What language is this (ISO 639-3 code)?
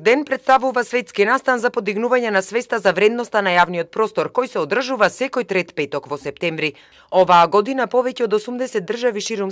mkd